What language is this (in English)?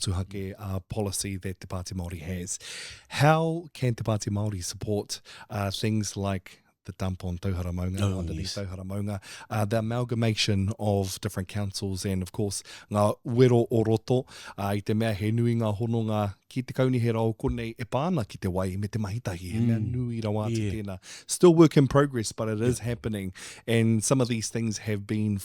Māori